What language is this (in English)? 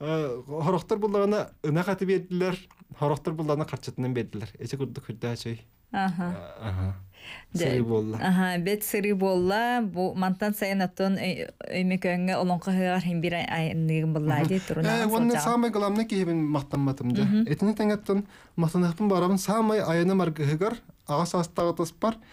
Yakut